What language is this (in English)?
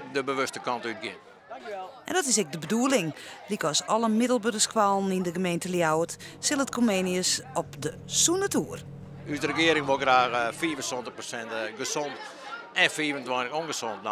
Western Frisian